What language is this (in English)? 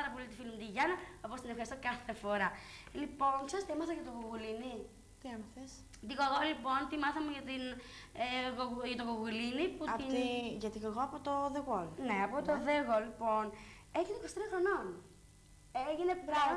Greek